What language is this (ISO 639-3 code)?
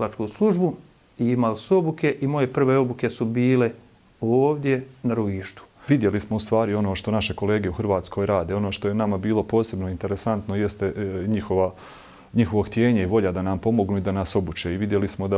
bos